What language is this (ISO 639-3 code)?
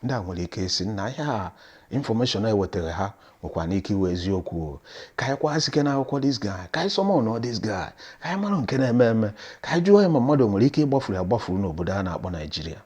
ibo